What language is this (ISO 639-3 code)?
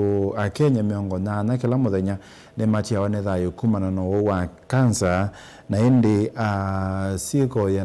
kam